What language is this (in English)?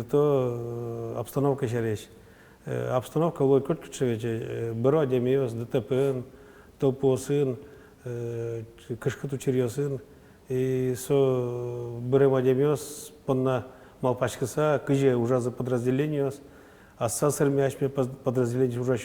Udmurt